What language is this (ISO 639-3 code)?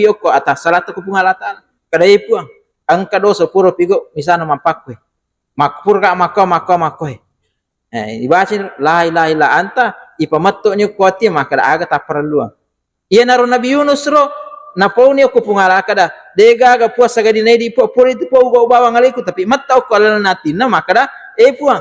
bug